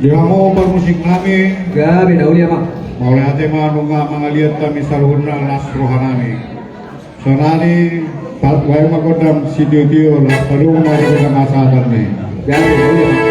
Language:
Batak Toba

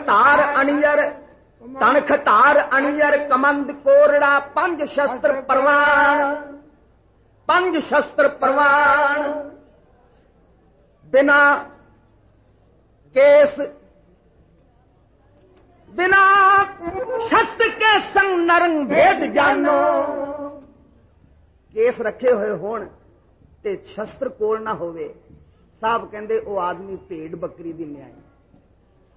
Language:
Punjabi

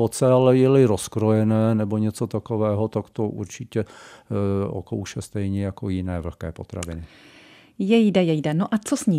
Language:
Czech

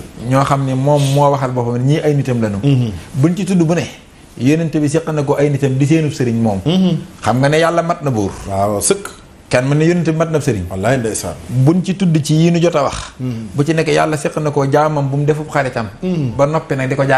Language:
Wolof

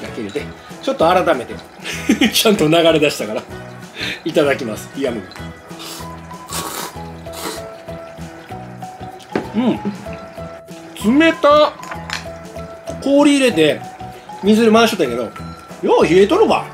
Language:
Japanese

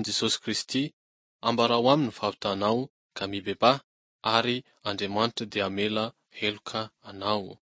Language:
Malagasy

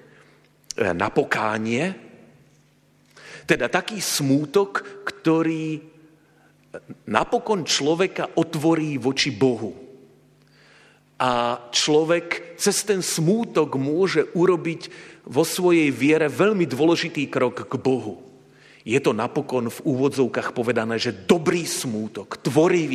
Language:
Slovak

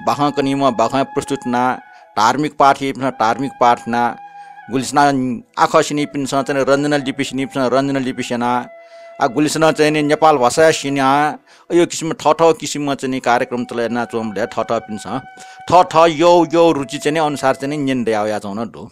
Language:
Newari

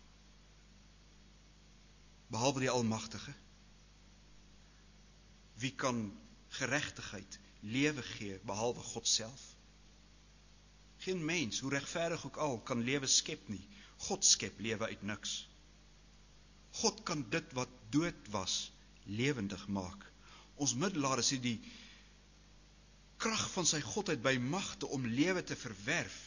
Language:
Afrikaans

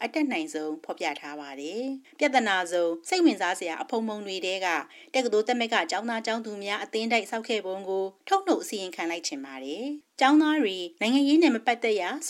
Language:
Burmese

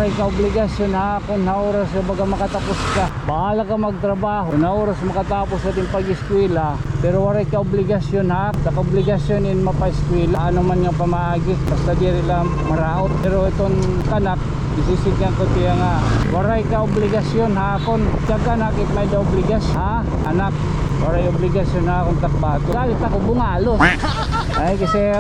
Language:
Waray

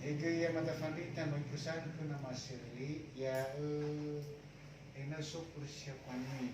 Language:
Nias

